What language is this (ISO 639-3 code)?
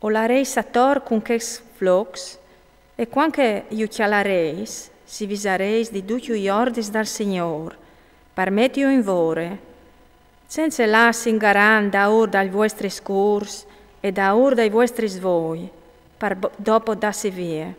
fur